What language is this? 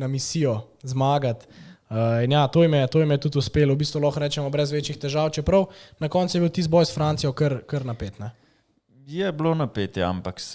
Slovenian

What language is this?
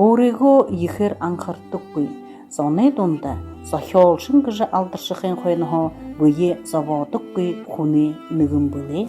Buriat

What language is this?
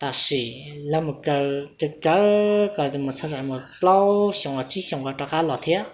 Hmong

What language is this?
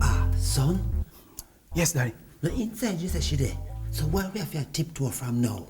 Jamaican Creole English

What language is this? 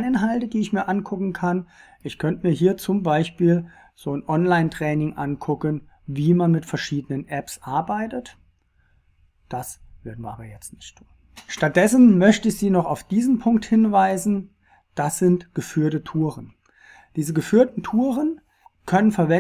German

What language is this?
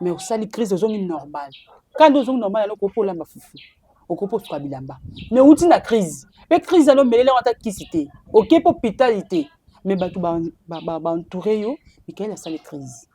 Lingala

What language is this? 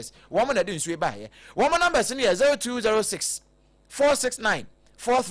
Akan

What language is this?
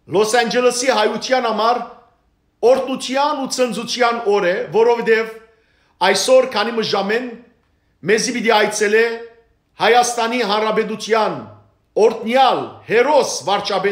Western Armenian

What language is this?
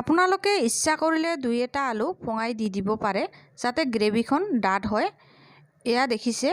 Assamese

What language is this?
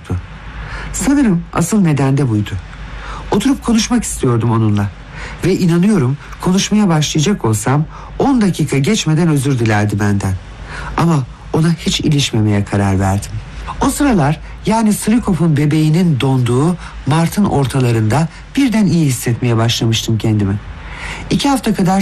Turkish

